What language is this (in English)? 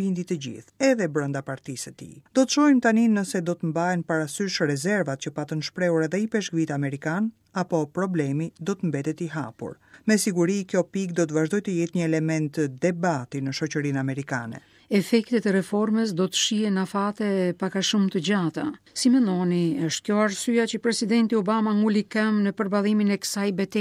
Albanian